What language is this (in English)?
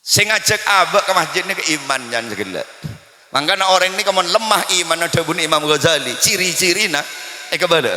Madurese